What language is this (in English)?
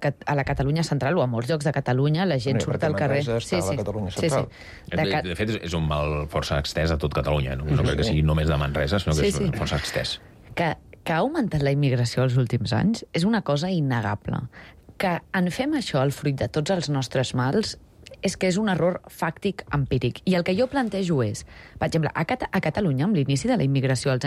Catalan